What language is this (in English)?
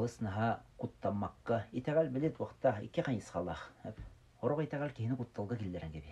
Yakut